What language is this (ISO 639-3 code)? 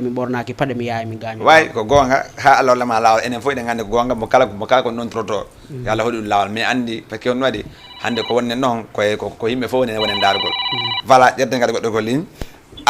ful